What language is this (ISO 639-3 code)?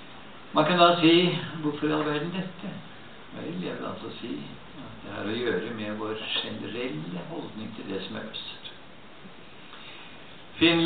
nor